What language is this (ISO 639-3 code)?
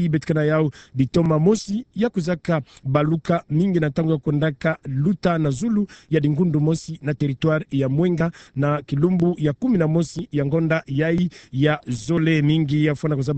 ktu